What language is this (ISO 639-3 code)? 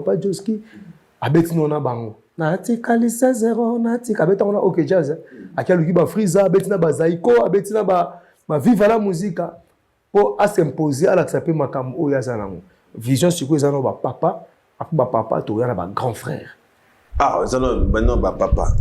lin